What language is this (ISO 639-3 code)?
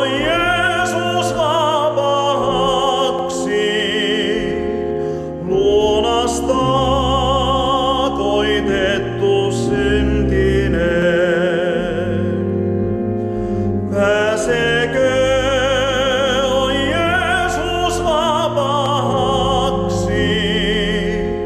fin